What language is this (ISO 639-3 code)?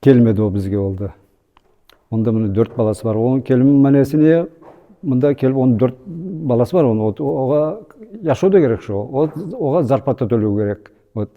nog